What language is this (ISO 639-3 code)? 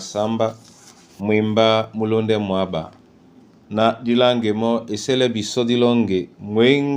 dua